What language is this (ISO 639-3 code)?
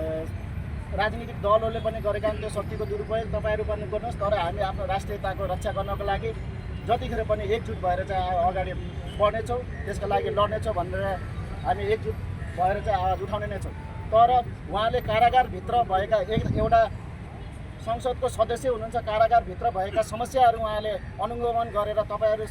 nep